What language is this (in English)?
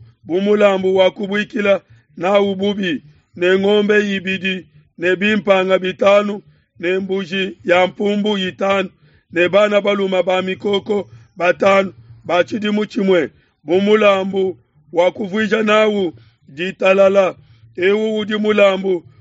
Luba-Lulua